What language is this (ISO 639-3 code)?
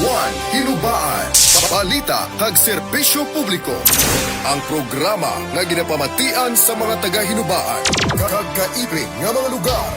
hil